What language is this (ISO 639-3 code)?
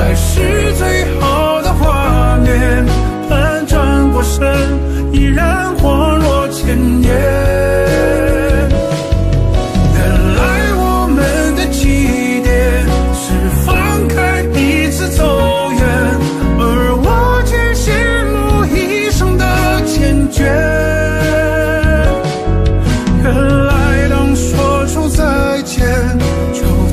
zho